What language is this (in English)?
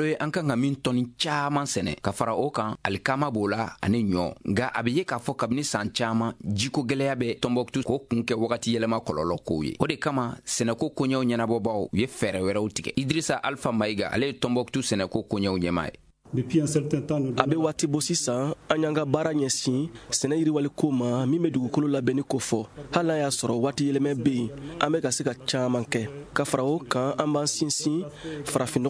Bambara